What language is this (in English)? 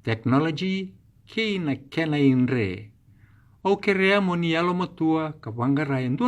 Fijian